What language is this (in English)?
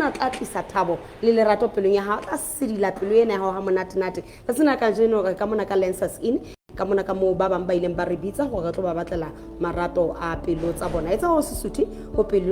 Southern Sotho